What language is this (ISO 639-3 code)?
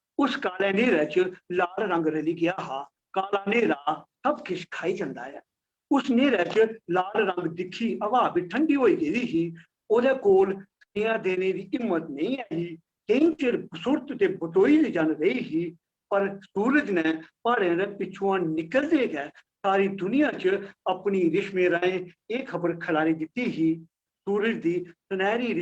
doi